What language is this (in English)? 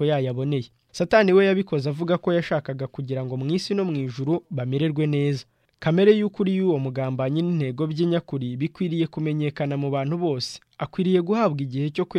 Kinyarwanda